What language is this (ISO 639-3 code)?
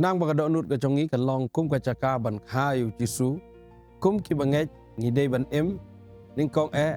kha